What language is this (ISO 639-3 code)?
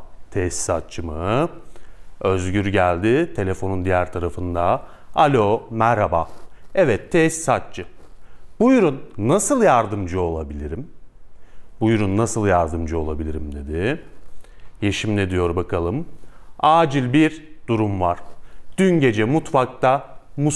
tur